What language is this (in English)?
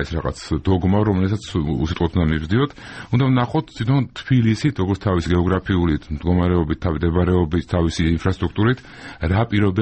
Georgian